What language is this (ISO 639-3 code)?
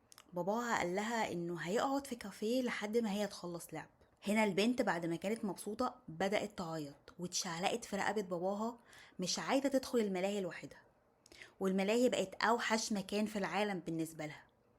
arz